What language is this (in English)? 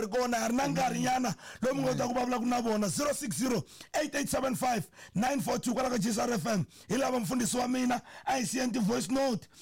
Tsonga